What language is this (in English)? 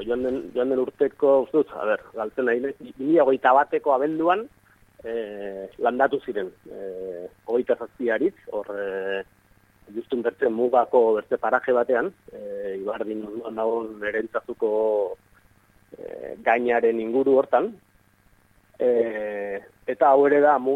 Basque